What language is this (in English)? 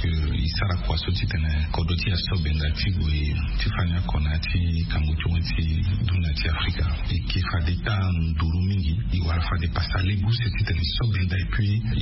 Sango